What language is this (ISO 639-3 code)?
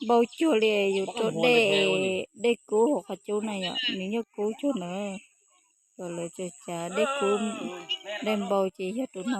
hmn